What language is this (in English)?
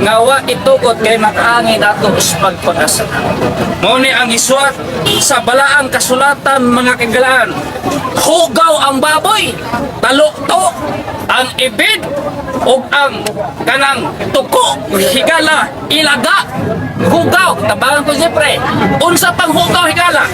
Cebuano